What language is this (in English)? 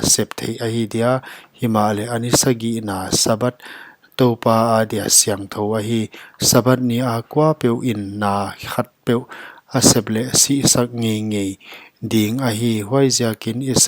Paite Chin